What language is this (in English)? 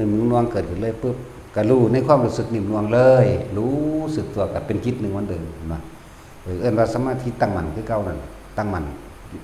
Northeastern Thai